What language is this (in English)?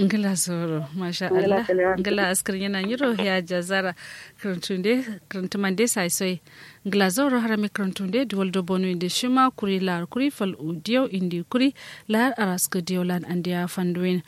Kanuri